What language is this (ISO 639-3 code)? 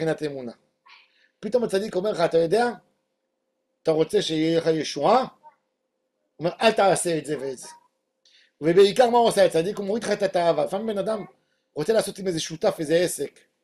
heb